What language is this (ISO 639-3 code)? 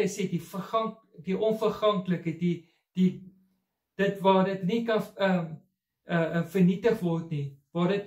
afr